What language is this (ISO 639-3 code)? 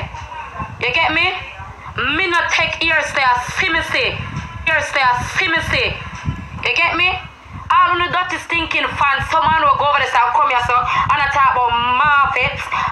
jam